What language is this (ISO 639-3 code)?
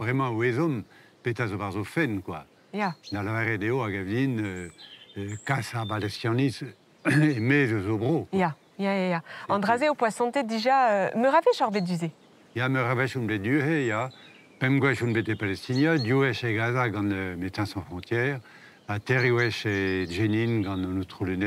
bre